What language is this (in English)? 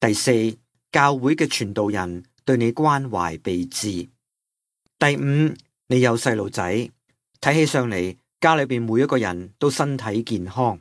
Cantonese